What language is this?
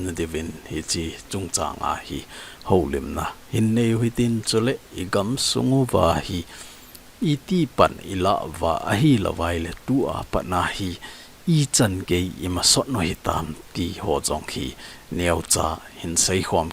Thado Chin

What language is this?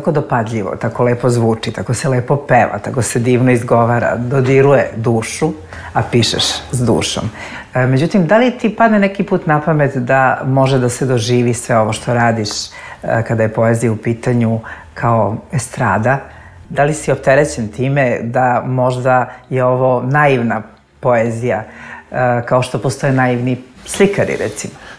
Serbian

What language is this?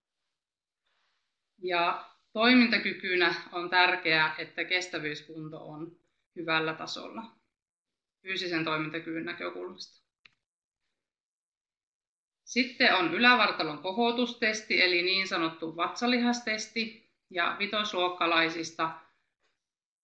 Finnish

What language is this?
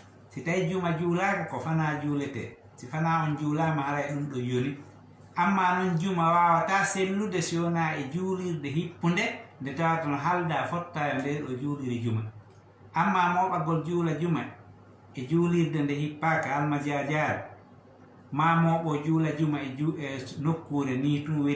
Fula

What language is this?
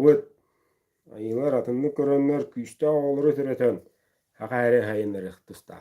Yakut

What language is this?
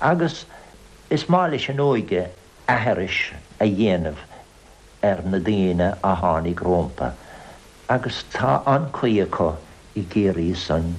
Irish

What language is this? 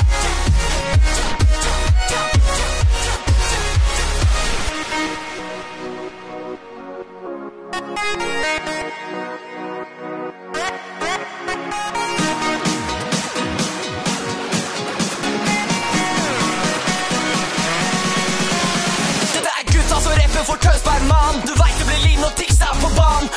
Norwegian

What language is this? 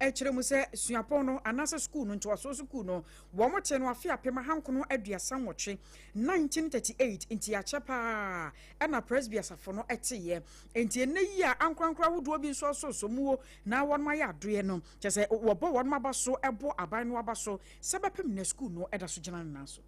Akan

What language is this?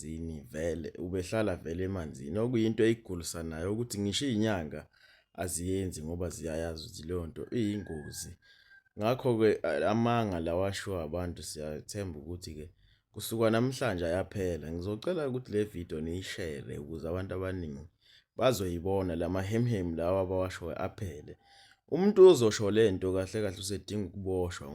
Zulu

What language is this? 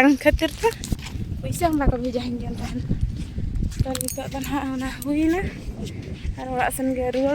Santali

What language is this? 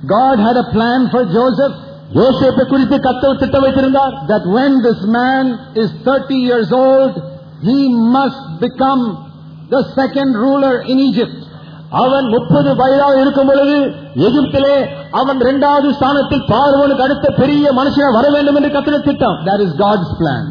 Tamil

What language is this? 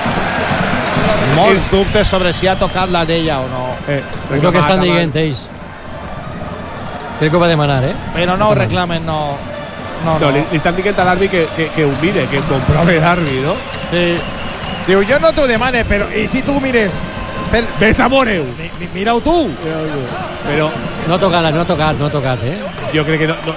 Catalan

